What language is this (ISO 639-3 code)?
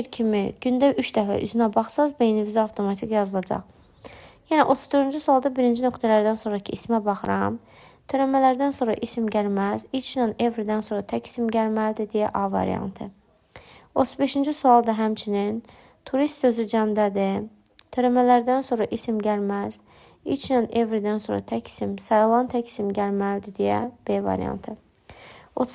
aze